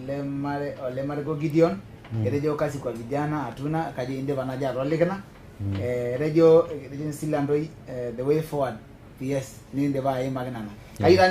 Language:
Masai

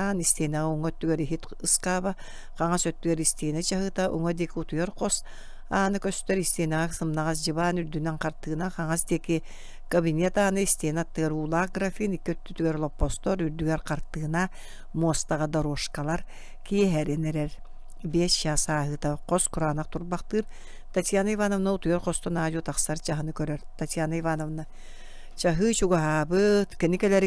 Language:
Yakut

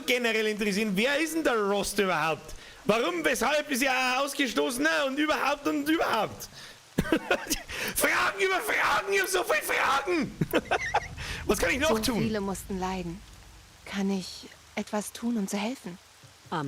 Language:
Bavarian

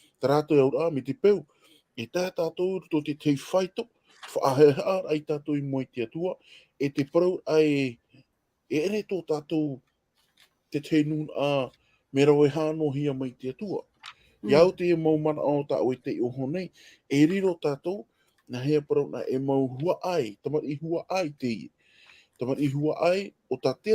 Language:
Tahitian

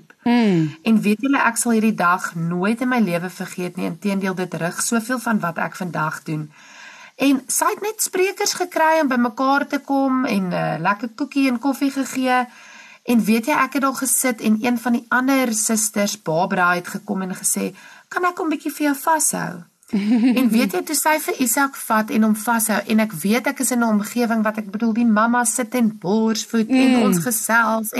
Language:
Afrikaans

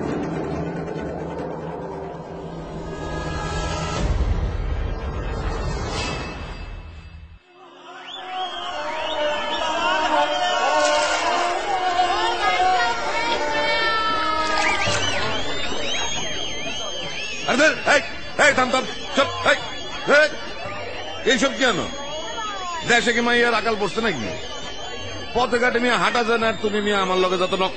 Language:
Bangla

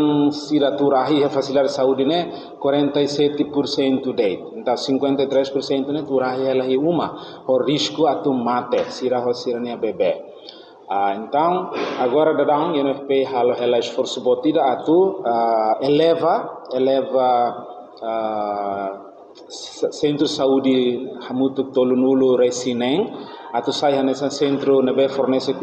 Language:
Tetum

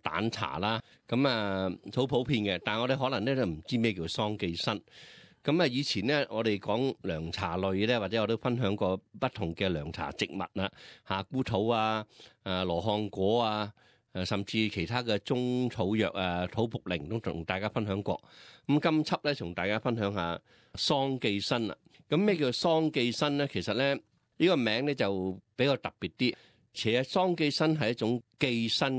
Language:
Cantonese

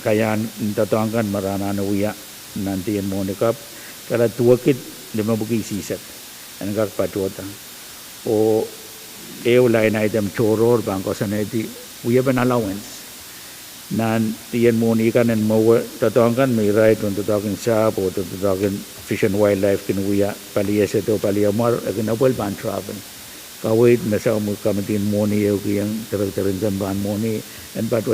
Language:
Pohnpeian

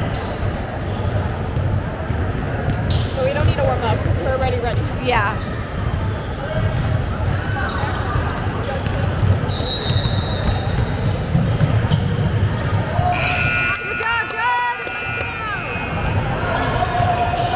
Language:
English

